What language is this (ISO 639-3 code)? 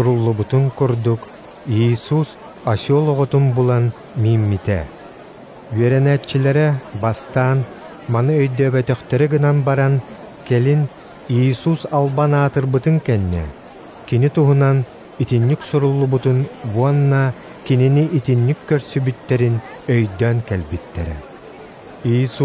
sah